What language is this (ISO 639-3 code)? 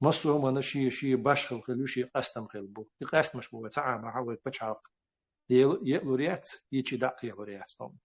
che